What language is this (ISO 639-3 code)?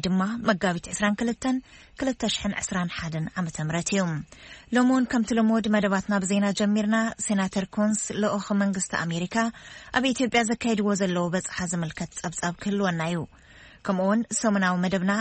tir